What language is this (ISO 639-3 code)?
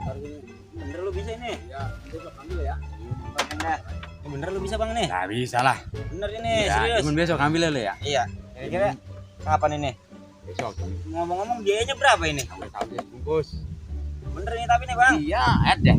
bew